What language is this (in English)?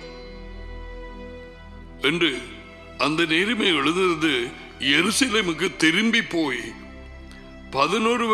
Tamil